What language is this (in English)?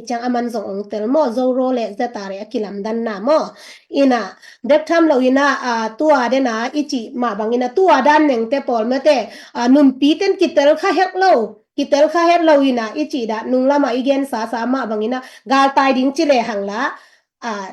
Tedim Chin